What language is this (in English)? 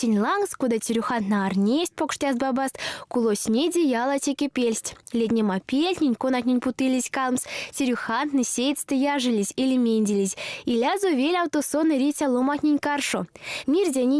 Erzya